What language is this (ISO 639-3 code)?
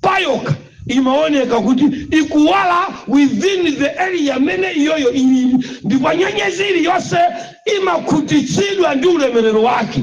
nya